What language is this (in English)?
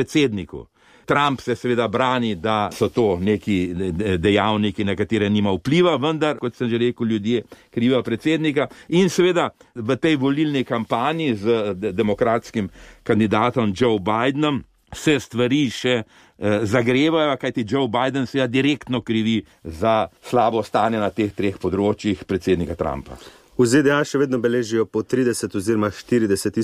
Slovenian